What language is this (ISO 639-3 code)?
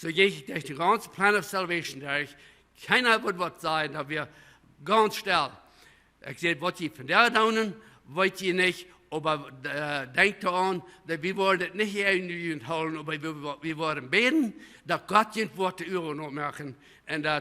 pdt